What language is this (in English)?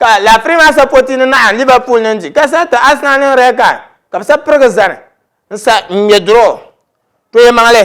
Dagbani